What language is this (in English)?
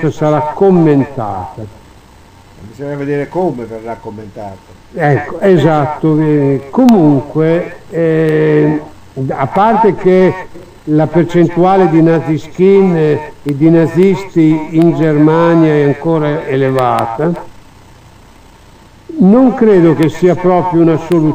Italian